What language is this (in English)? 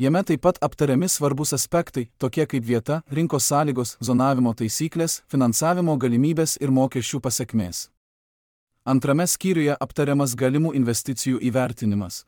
Lithuanian